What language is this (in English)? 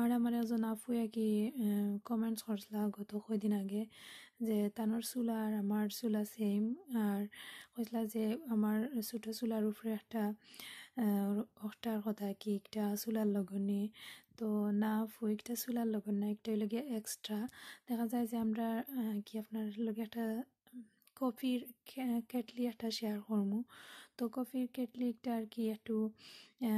Sylheti